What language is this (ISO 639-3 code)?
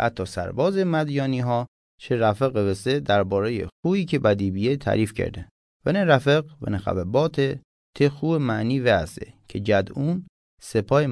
mzn